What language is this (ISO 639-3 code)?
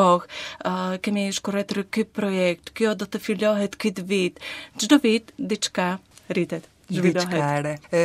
sqi